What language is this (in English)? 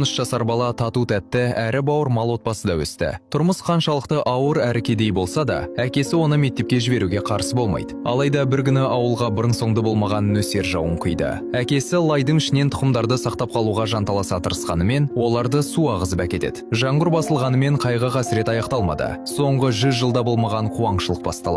Kazakh